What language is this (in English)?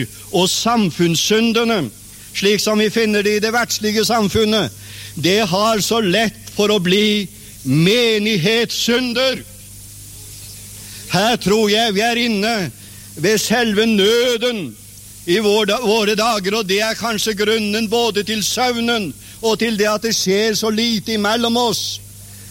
Norwegian